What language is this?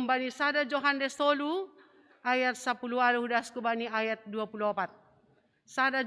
Batak Simalungun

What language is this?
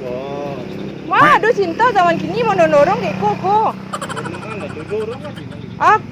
Minangkabau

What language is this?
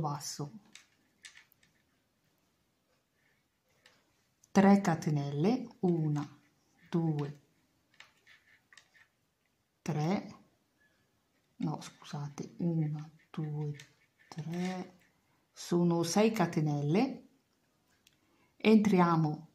Italian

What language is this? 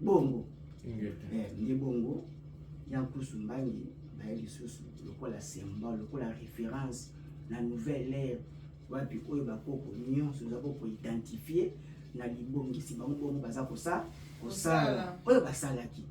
Lingala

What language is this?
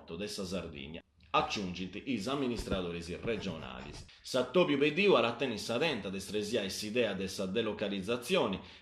Sardinian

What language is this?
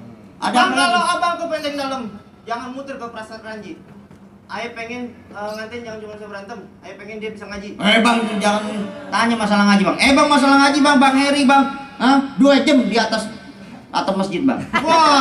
Betawi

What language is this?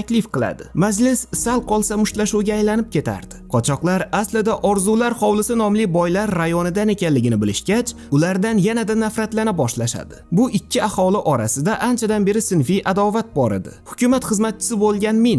Uzbek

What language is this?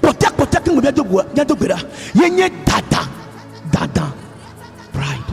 Ewe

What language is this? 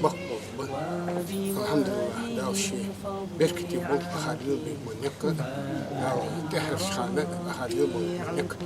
Ingush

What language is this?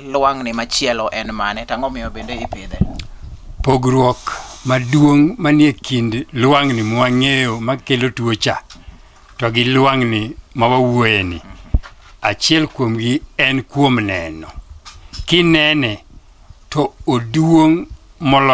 Luo (Kenya and Tanzania)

